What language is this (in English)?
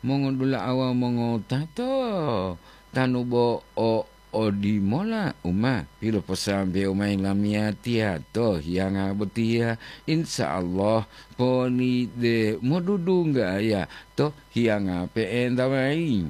Gorontalo